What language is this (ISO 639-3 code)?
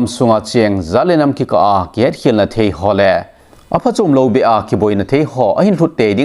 tcz